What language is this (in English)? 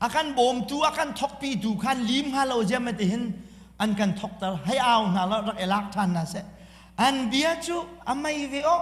Hakha Chin